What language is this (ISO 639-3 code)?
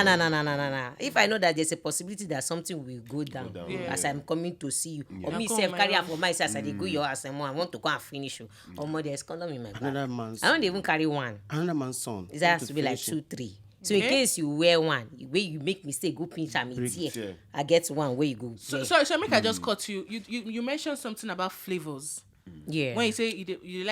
pcm